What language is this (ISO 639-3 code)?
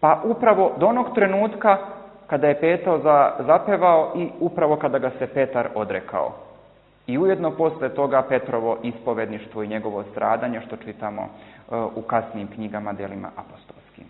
srp